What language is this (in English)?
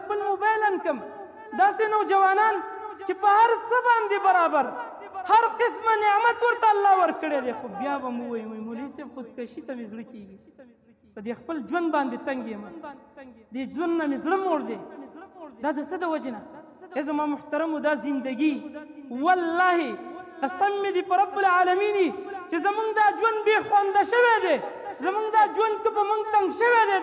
Pashto